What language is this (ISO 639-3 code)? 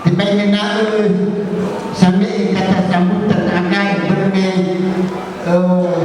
nia